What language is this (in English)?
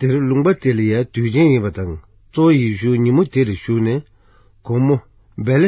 Tibetan